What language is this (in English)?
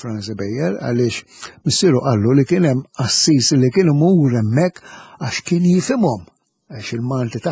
Maltese